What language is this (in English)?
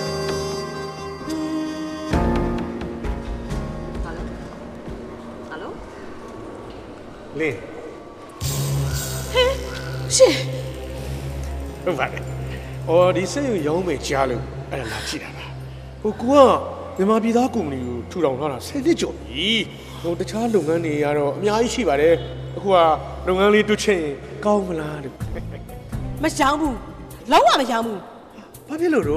Burmese